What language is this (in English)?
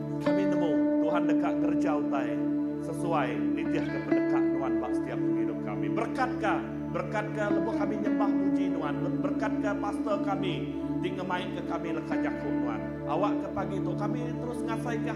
Iban